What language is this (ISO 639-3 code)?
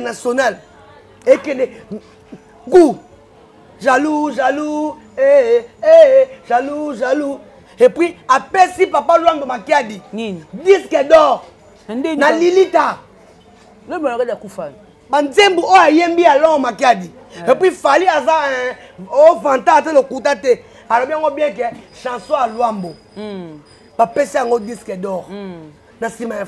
lin